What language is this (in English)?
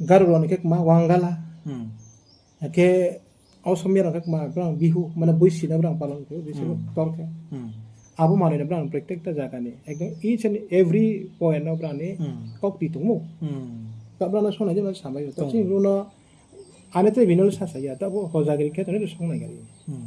Riang (India)